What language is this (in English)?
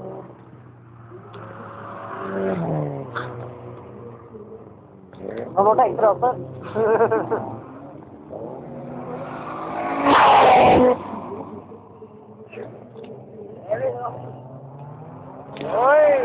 Norwegian